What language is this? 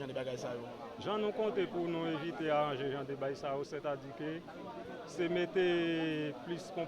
Haitian Creole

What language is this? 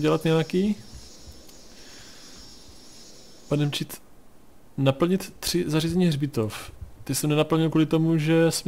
Czech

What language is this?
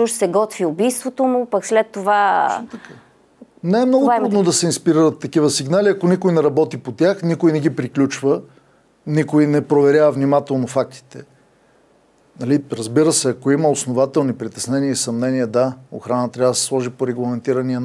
Bulgarian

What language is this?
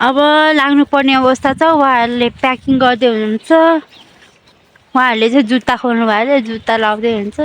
Nepali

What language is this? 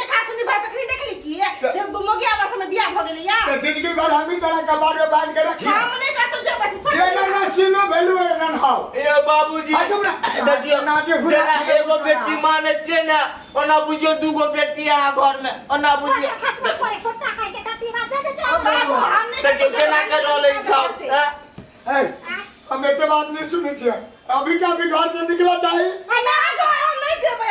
Maithili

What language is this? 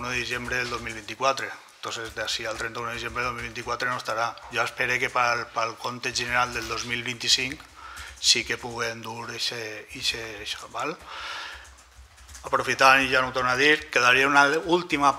Catalan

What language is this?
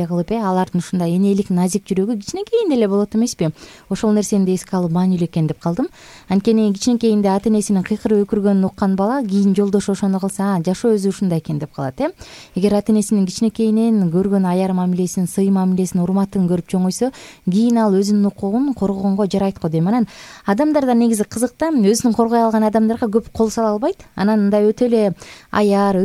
Kyrgyz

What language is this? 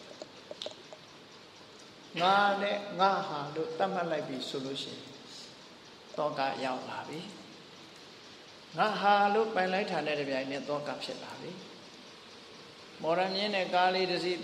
Burmese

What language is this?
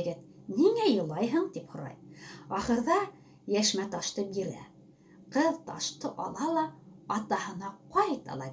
Bashkir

